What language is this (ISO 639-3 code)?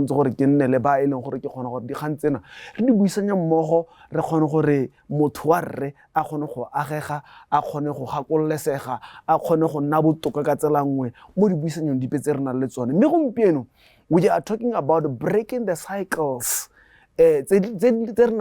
tsn